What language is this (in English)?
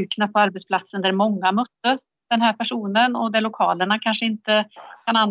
Swedish